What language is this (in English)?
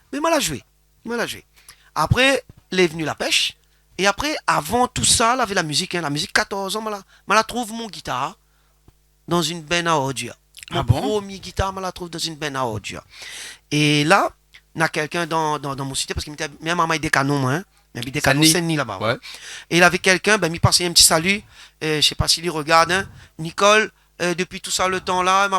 Réunion Creole French